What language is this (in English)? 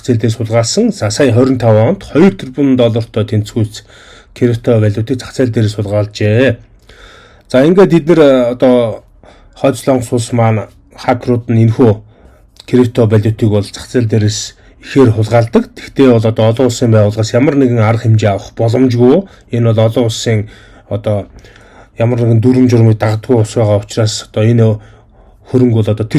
Mongolian